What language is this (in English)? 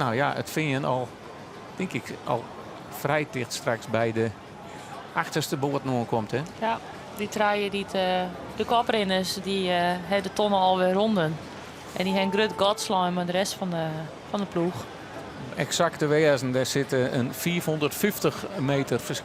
Western Frisian